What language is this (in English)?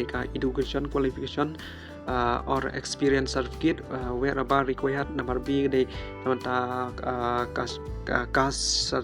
Khasi